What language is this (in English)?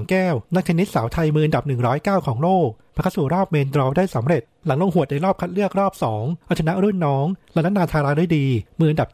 Thai